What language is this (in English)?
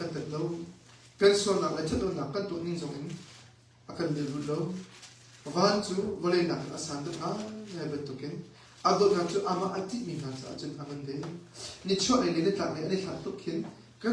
Hakha Chin